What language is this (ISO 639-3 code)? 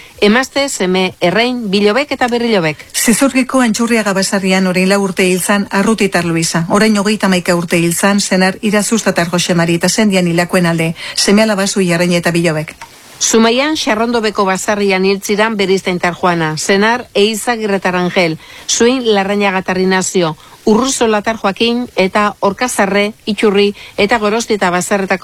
eus